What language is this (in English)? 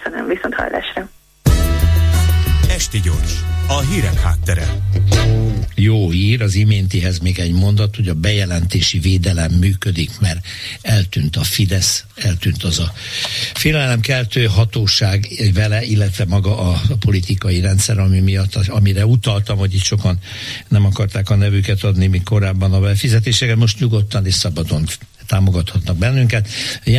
Hungarian